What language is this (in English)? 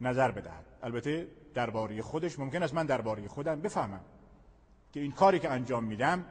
Persian